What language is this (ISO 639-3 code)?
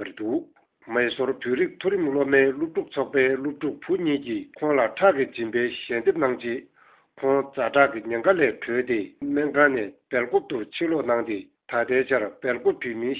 bod